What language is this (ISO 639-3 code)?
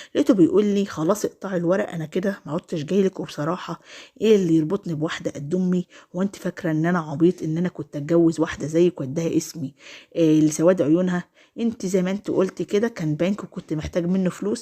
arz